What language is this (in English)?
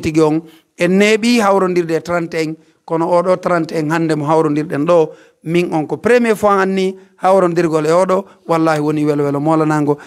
Pular